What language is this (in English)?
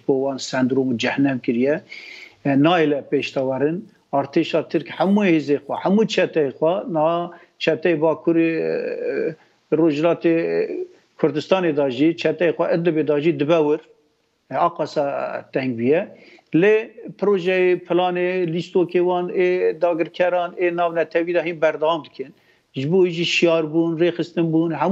Kurdish